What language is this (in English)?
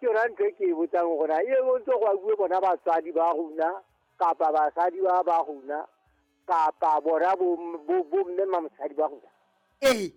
Southern Sotho